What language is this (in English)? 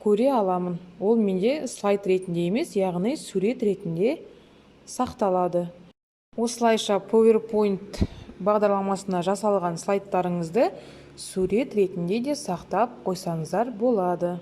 Kazakh